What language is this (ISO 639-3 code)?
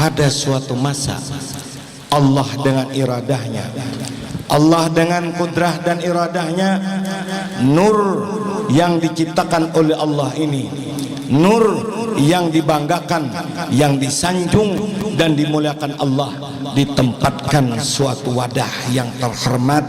bjn